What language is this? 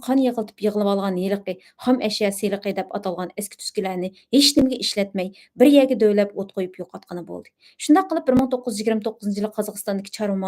Uyghur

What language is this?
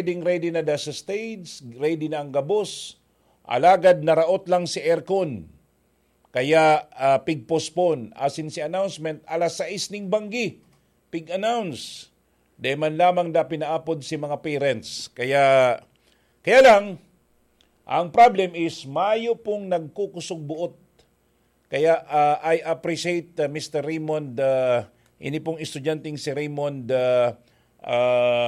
Bikol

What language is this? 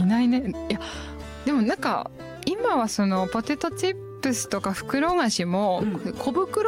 Japanese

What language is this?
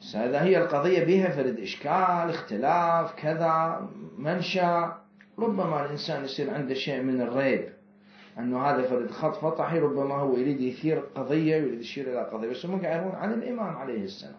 Mesopotamian Arabic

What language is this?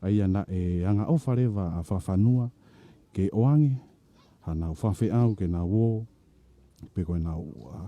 Tongan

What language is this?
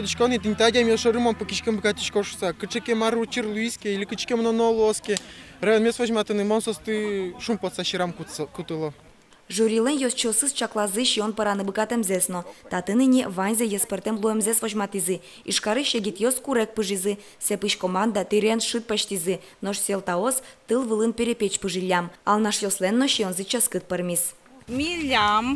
Udmurt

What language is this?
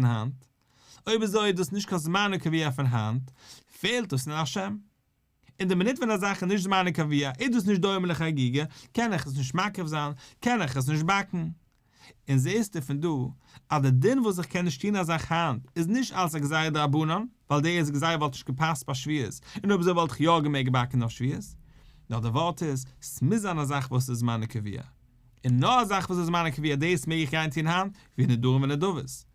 Yiddish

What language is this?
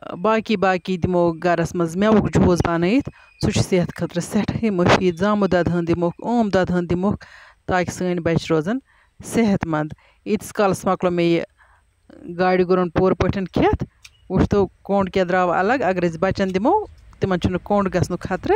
Kashmiri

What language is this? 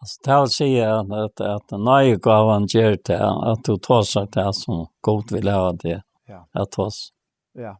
Faroese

